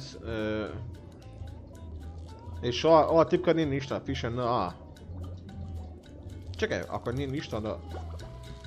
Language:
Croatian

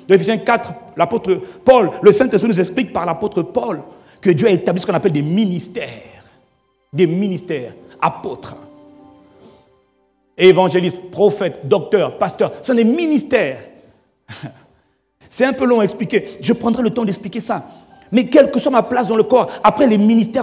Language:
French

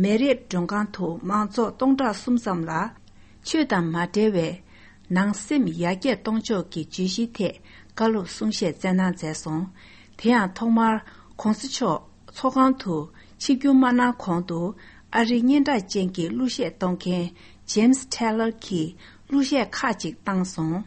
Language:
Tibetan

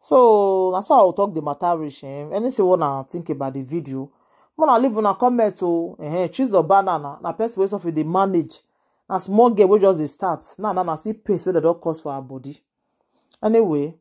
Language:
Nigerian Pidgin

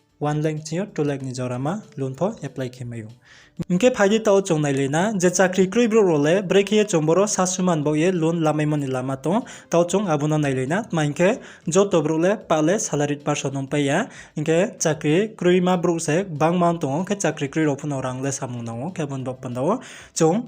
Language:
Riang (India)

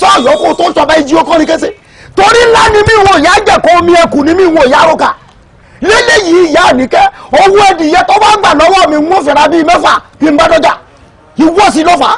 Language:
Yoruba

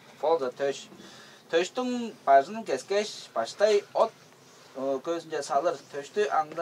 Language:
Tuvinian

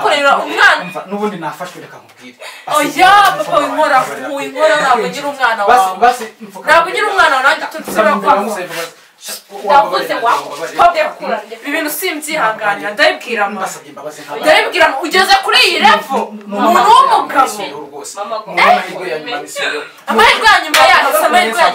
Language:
Kinyarwanda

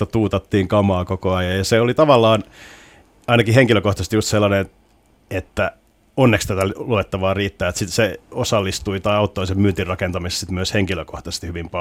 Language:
Finnish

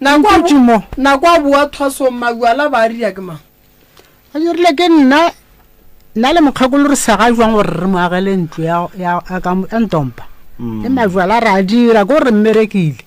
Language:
Northern Sotho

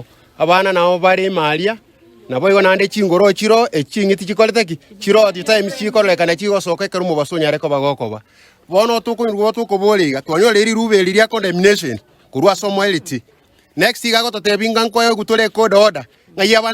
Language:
Gusii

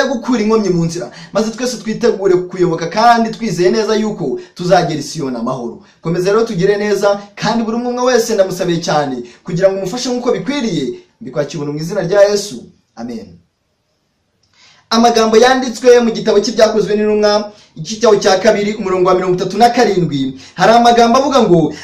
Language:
Kinyarwanda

